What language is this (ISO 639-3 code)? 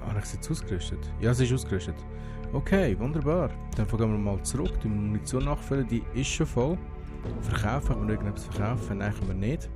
gsw